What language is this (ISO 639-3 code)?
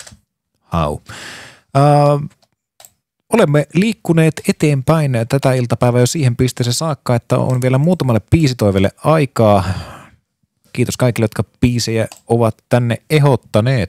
fin